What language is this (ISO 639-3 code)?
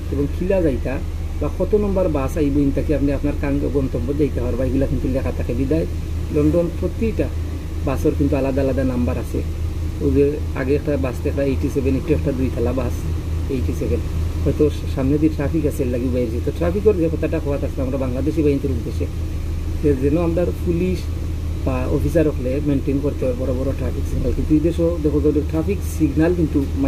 syl